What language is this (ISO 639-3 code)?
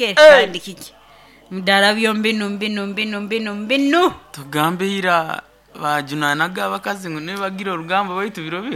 nyo